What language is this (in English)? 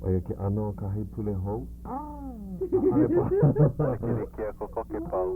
Hawaiian